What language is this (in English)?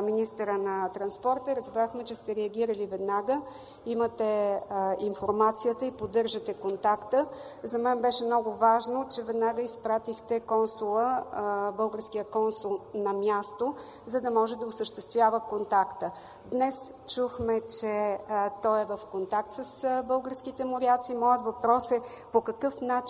Bulgarian